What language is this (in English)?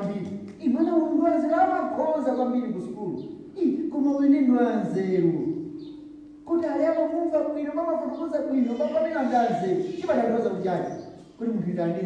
Nyanja